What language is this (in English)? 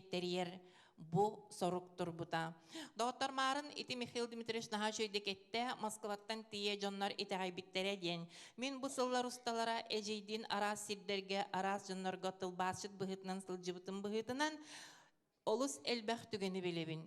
Yakut